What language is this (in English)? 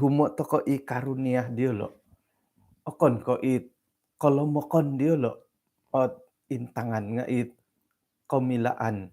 Central Dusun